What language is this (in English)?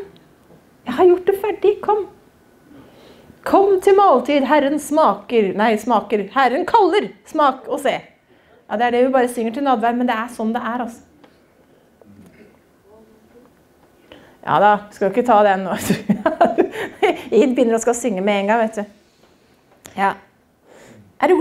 Norwegian